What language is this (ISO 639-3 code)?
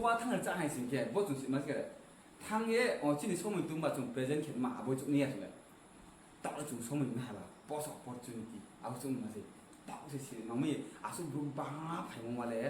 ria